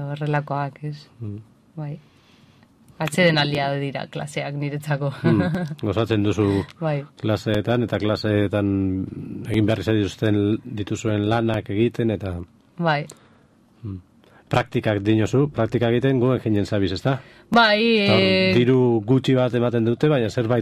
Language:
Basque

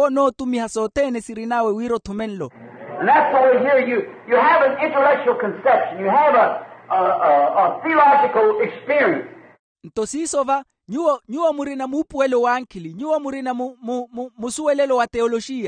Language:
Makhuwa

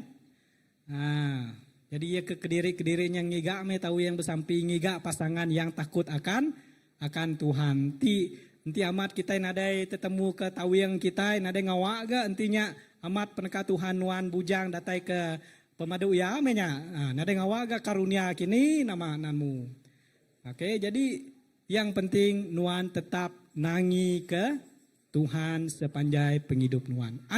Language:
Iban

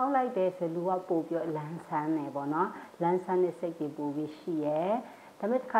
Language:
Burmese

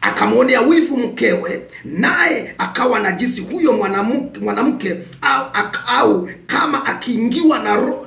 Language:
Swahili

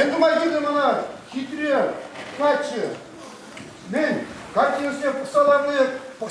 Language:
Chuvash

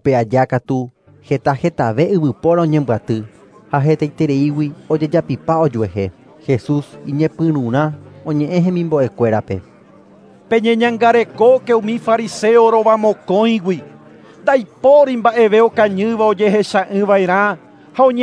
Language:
Guarani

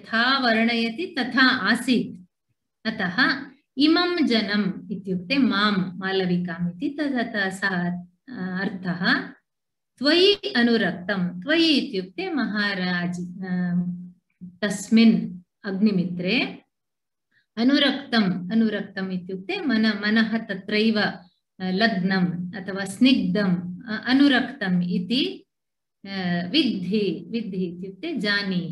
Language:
Sanskrit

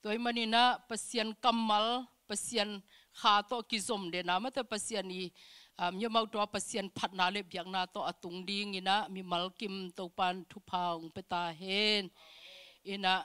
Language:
Tedim Chin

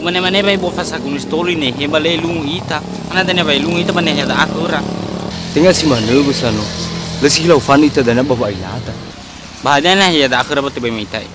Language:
Nias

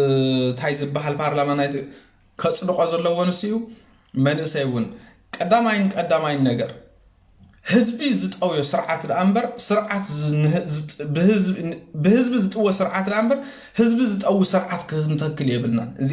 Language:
Tigrinya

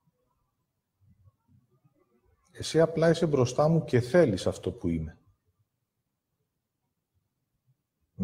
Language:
Greek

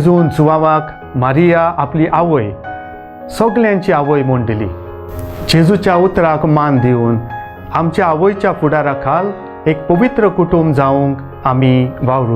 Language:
Konkani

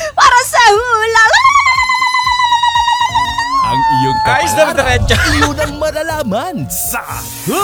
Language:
Filipino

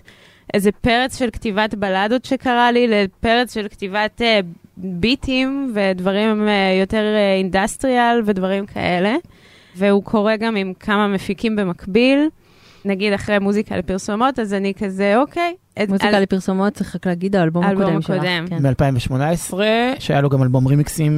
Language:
Hebrew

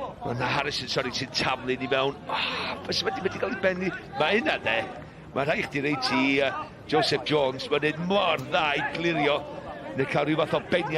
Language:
Welsh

